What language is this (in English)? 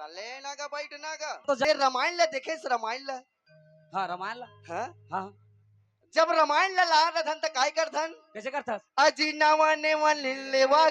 Chhattisgarhi